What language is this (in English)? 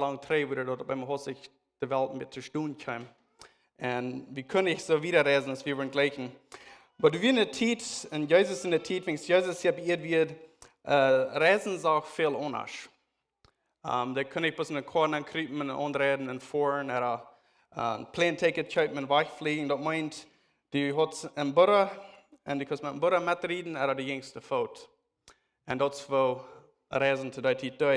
Plautdietsch